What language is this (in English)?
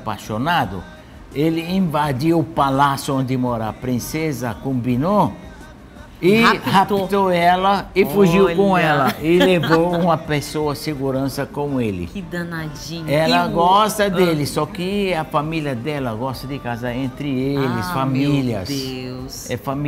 Portuguese